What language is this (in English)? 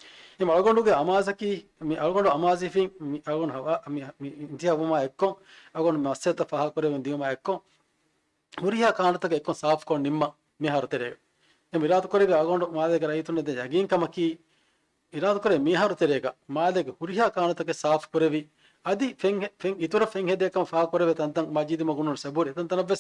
Divehi